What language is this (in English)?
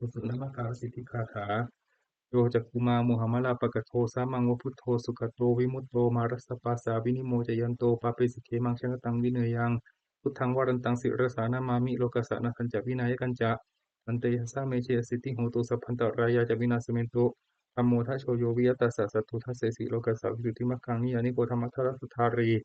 Pali